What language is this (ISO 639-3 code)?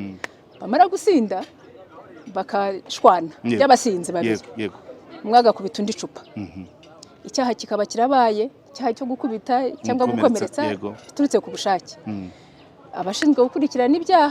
kin